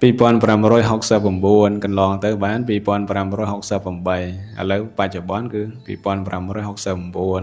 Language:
Khmer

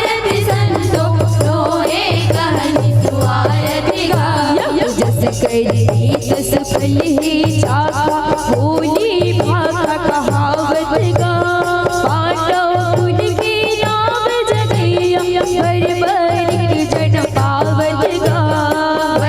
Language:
Chhattisgarhi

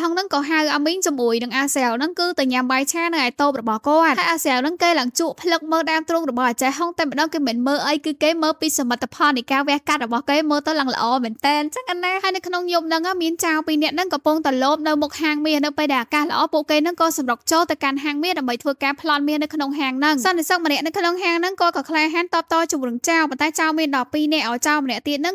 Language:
Khmer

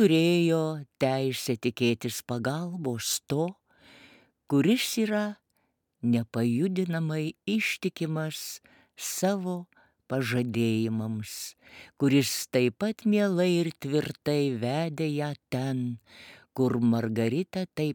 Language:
Lithuanian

